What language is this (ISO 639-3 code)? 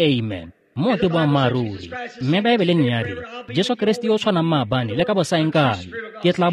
tsn